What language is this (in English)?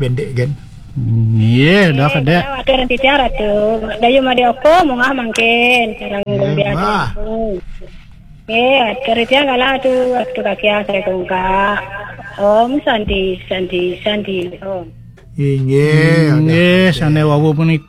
Balinese